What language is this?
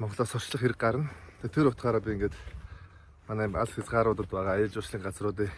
Mongolian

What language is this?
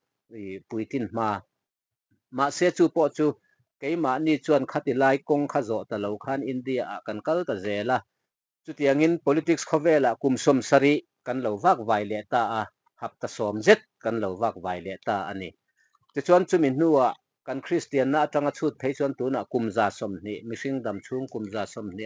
Mizo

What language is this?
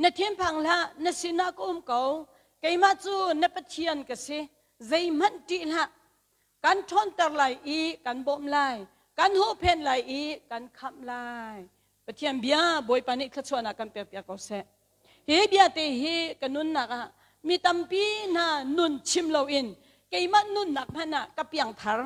Hakha Chin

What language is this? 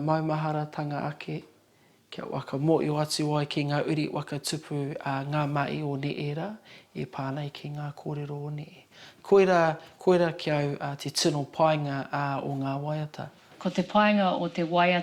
Māori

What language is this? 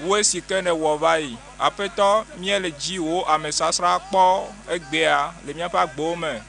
Ewe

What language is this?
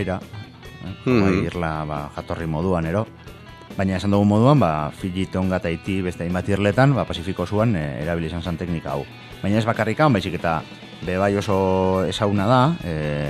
Basque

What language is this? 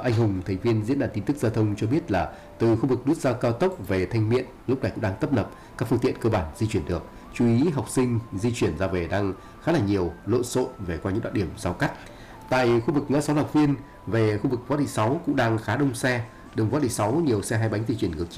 Vietnamese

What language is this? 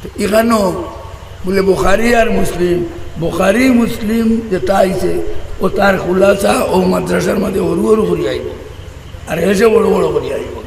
Sylheti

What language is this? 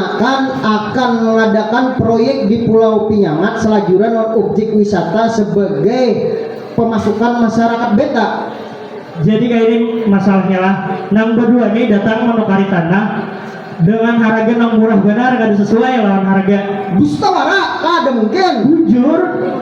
Banjar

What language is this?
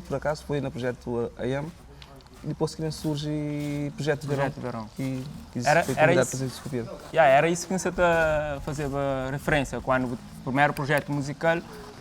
Kabuverdianu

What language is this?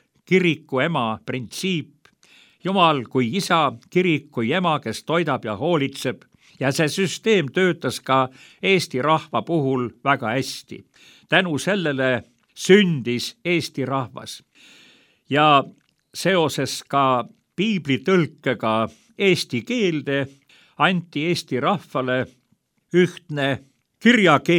Estonian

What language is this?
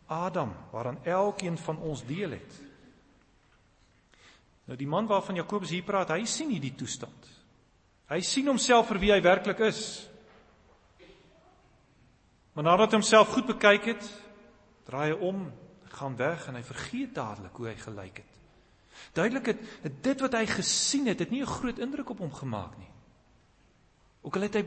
Afrikaans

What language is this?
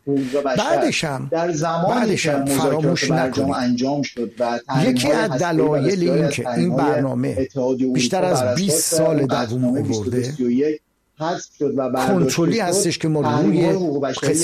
Persian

